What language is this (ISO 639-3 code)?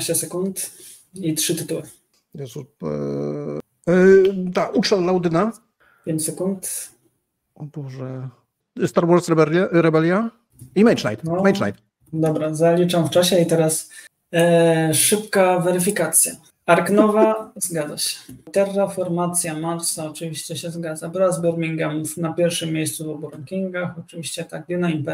pol